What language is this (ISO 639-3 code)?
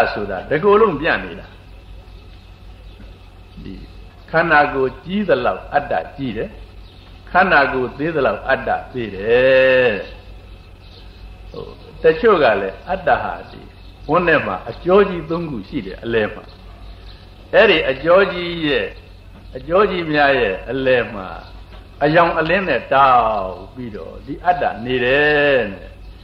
mya